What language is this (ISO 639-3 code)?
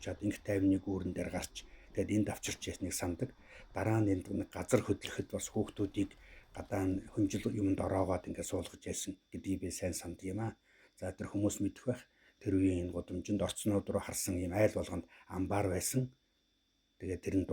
mon